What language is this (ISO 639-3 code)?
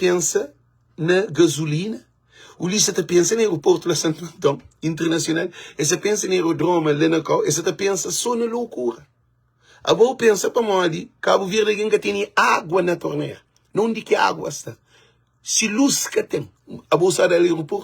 kea